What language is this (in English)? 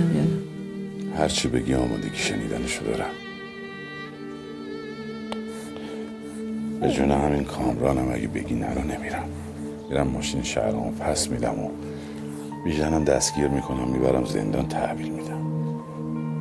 Persian